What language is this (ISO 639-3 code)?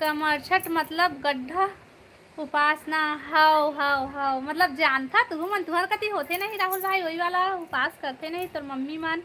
hne